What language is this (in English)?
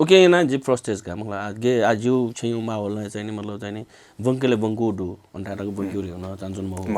Newari